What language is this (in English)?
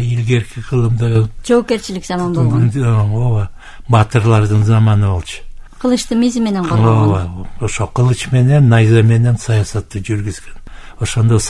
Kyrgyz